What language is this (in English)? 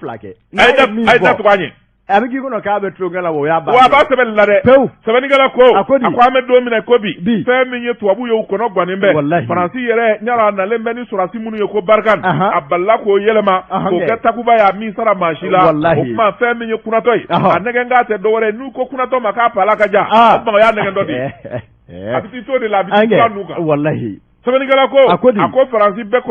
Bambara